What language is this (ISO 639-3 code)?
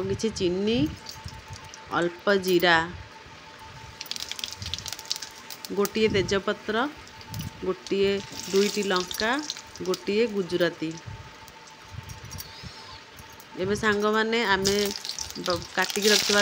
ori